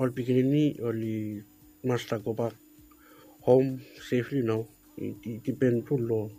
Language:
Bislama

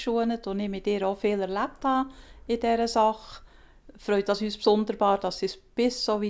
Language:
Swiss German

